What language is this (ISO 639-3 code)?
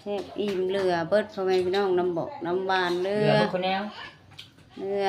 lao